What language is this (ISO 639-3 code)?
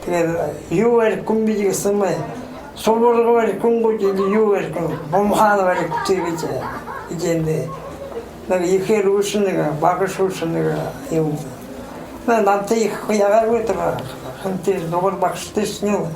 bua